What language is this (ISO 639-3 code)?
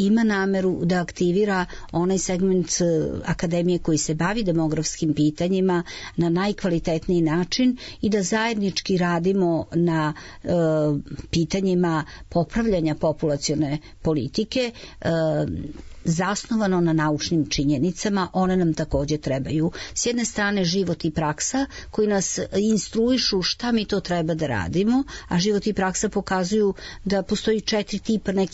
srp